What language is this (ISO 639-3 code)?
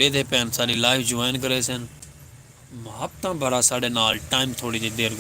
skr